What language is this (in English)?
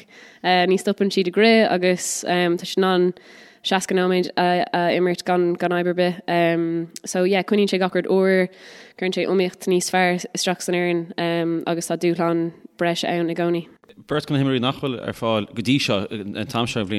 Irish